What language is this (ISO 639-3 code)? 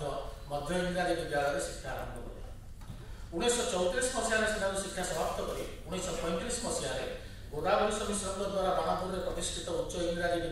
ori